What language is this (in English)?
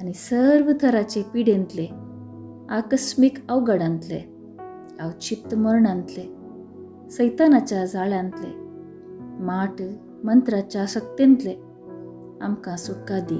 Konkani